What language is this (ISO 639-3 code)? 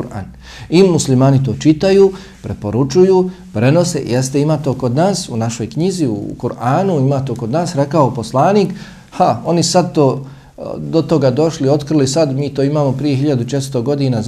bos